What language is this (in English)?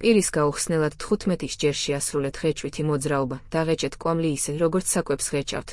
Georgian